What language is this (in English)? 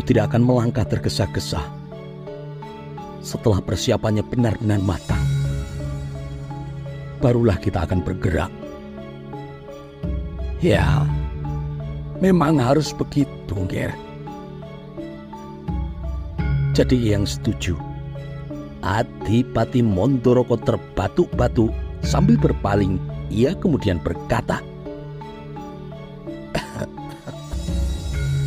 Indonesian